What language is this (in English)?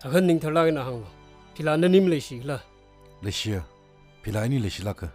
Tangkhul Naga (India)